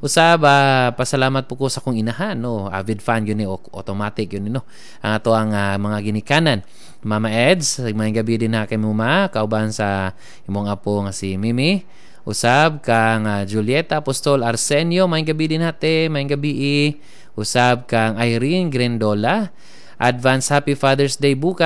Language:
Cebuano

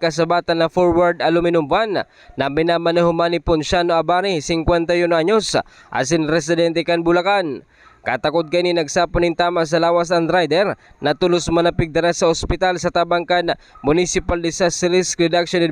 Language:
Bikol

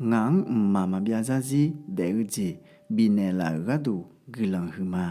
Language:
Akha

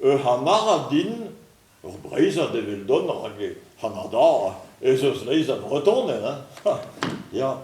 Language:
Breton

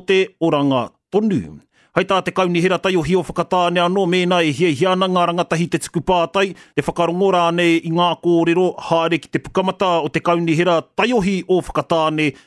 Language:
Māori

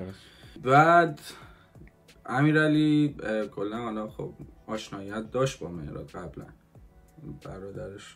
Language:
Persian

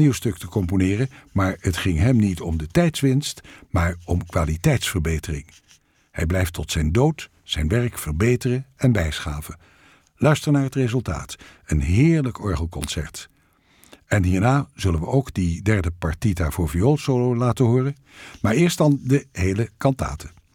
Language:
Dutch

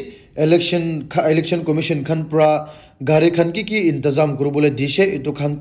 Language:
Naga Pidgin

